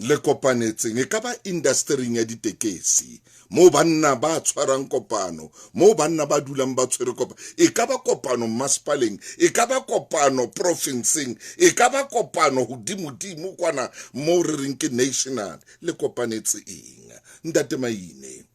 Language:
Southern Sotho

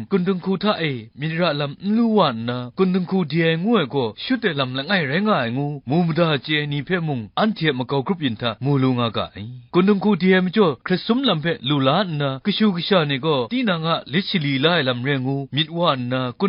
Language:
Kachin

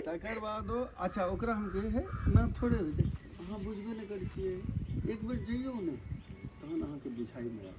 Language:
Maithili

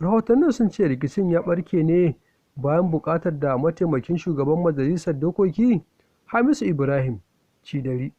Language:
Hausa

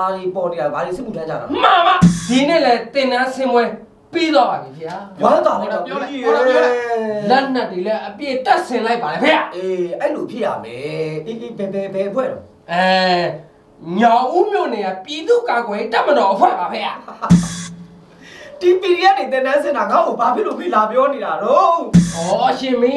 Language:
Burmese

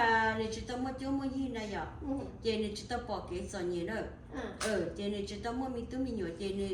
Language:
Hmong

